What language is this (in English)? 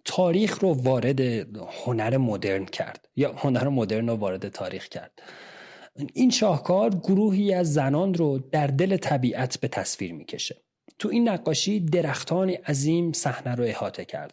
Persian